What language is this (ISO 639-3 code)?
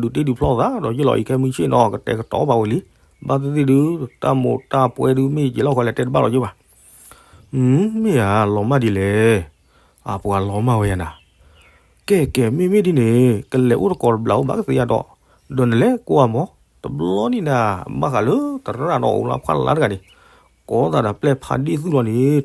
ksw